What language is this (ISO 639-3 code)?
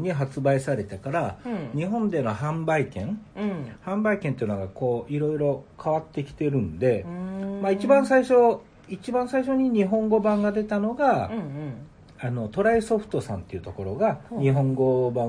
jpn